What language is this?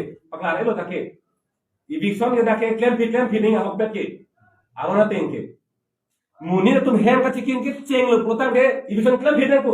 Karbi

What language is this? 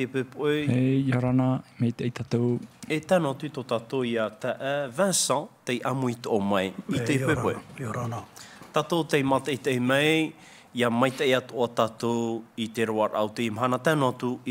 Tahitian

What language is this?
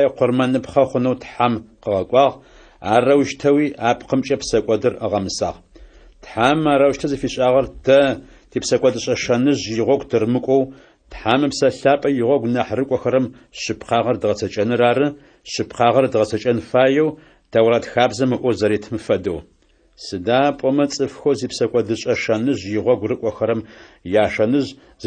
Adyghe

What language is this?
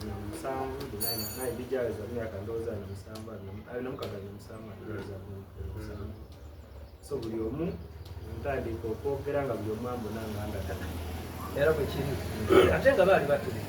Soga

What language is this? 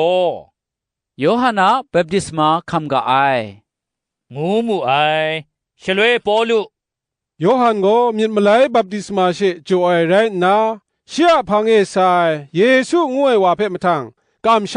Kachin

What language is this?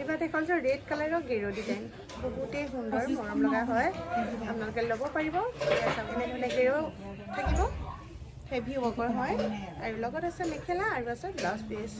Assamese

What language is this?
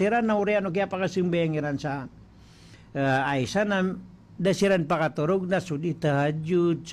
Maranao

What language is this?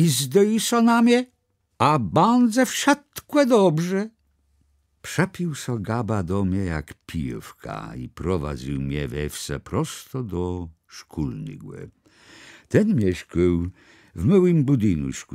Kashubian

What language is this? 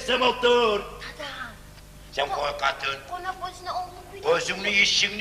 Kumyk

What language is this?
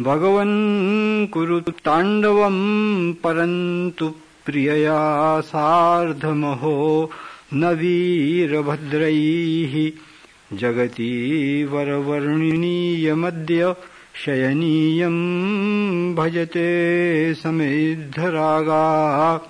Sanskrit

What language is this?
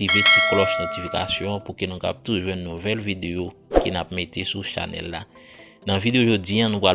Haitian Creole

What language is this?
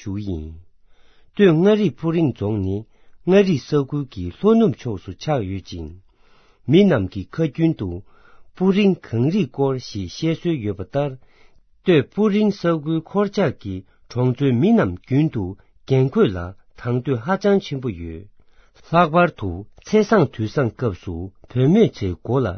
Tibetan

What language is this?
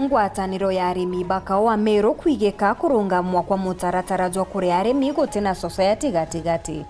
Meru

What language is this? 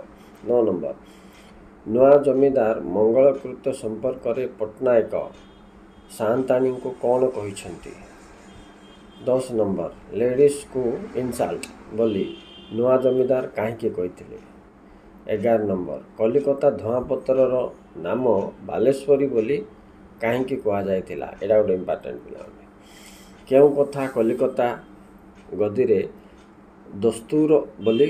Odia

